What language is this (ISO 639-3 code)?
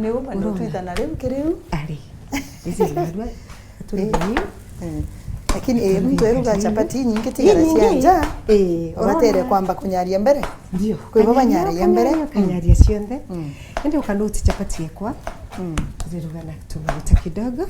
mer